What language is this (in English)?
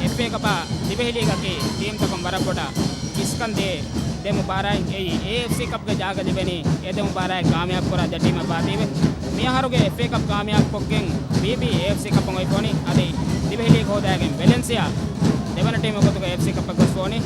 Divehi